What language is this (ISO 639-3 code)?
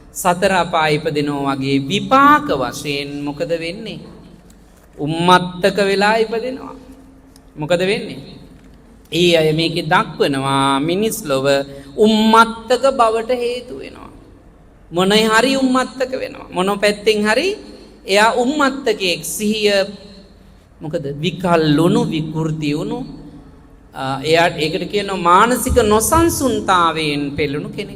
sin